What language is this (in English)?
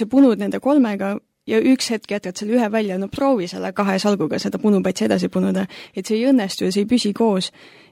Estonian